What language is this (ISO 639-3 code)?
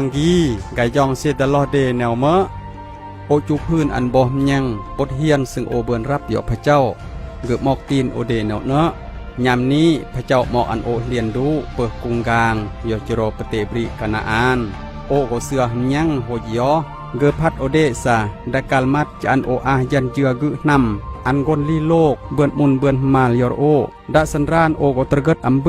kjg